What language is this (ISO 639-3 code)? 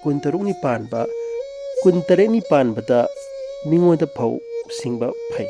mni